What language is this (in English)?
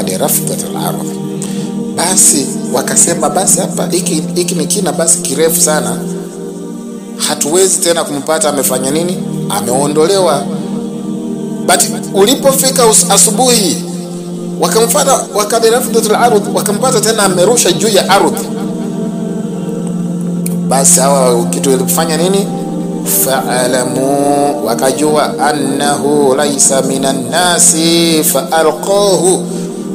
Swahili